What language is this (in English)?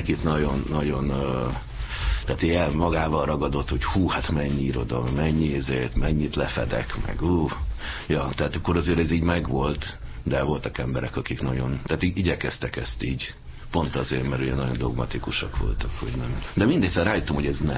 Hungarian